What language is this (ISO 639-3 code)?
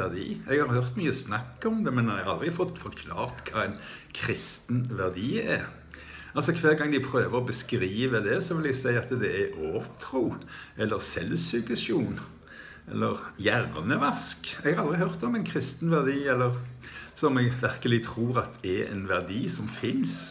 nor